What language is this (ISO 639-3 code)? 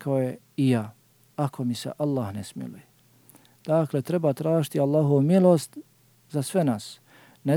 bos